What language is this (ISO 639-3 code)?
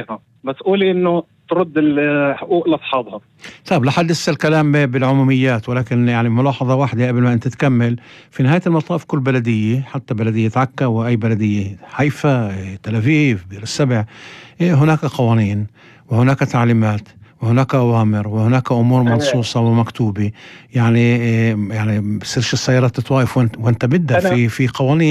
apc